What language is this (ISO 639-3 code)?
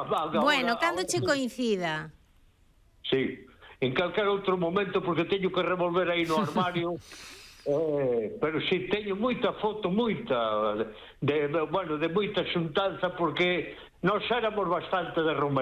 glg